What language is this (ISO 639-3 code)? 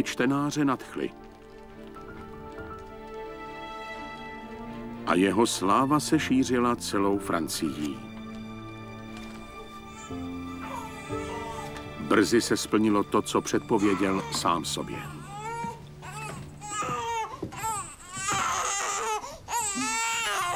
ces